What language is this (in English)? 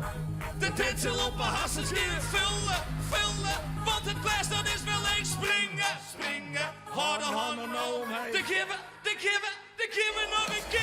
Western Frisian